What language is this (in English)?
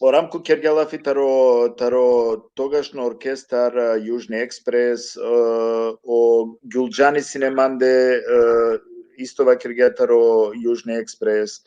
Balkan Romani